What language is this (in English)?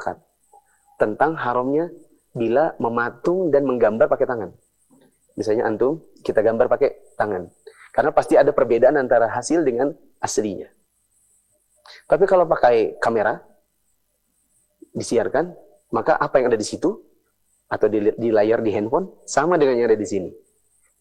Indonesian